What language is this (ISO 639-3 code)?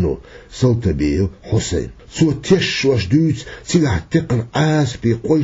che